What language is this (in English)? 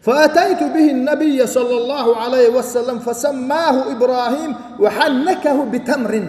Chechen